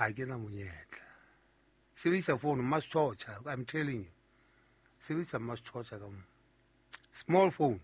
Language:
Southern Sotho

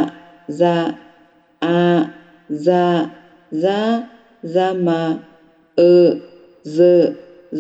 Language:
Akha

